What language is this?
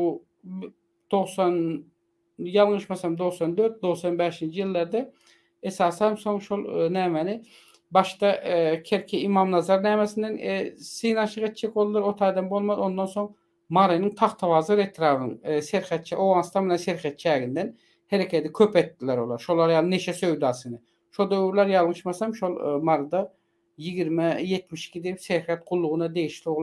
Turkmen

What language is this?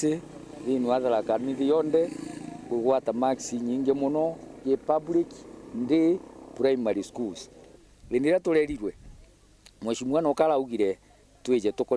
Meru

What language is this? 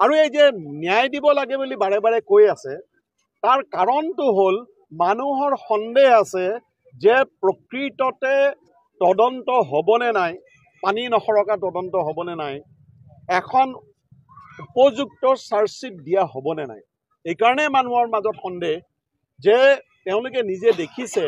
Assamese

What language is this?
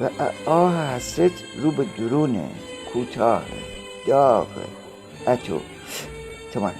Gilaki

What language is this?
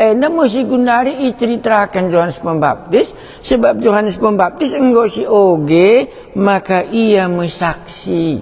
Batak Karo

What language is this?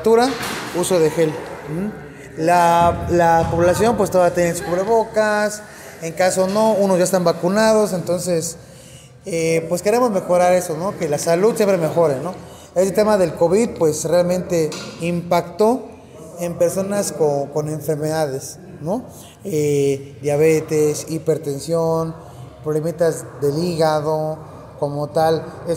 Spanish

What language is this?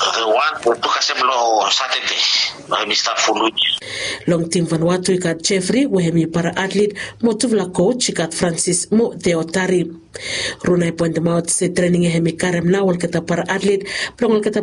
Bislama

